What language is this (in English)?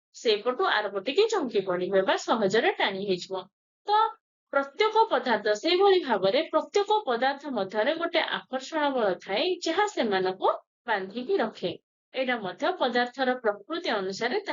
Odia